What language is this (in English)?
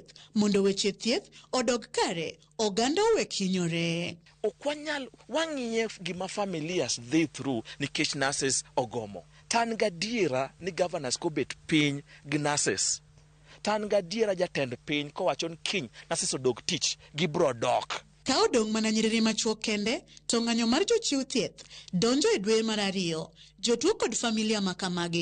Luo (Kenya and Tanzania)